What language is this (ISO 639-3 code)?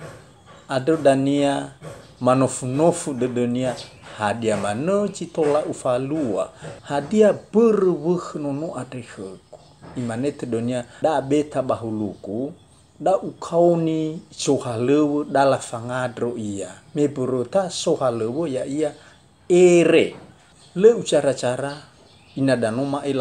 nia